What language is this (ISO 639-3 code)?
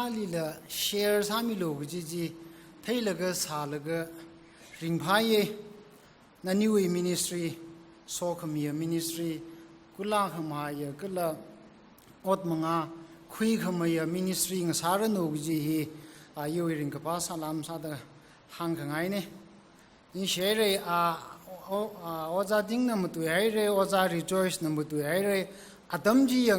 nmf